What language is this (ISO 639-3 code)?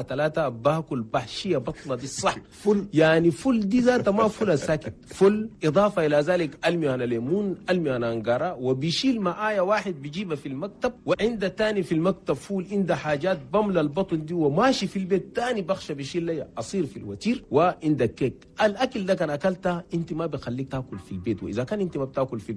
shu